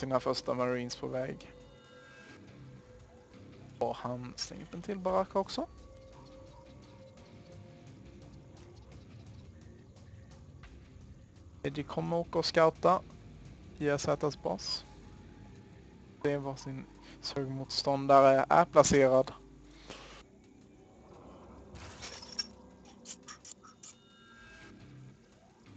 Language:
Swedish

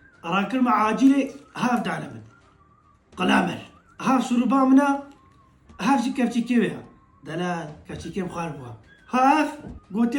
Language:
Kurdish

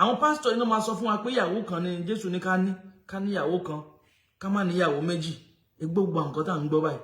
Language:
Yoruba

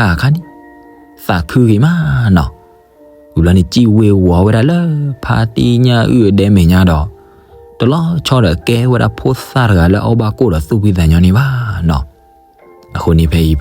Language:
S'gaw Karen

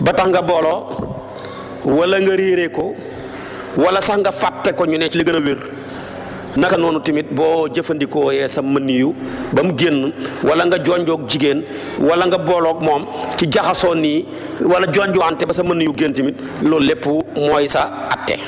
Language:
Wolof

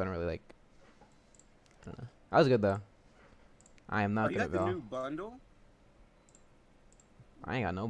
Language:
English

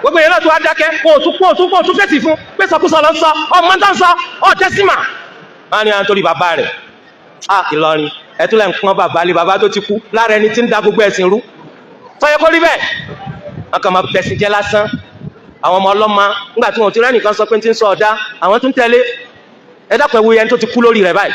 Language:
Yoruba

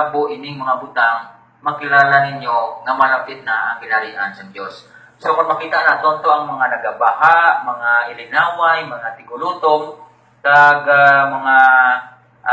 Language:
Hiligaynon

